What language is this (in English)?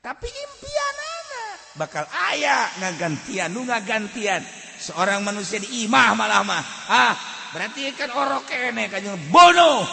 Sundanese